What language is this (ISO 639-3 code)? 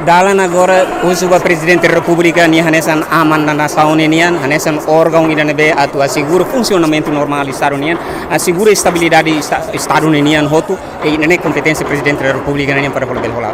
tet